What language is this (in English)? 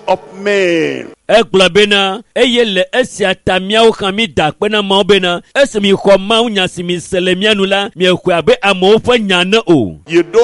Ewe